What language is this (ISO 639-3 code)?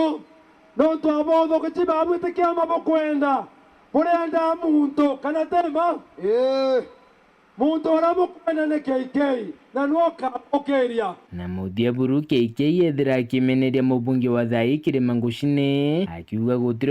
mer